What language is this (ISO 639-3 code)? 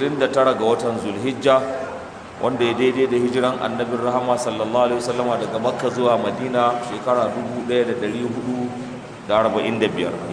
hau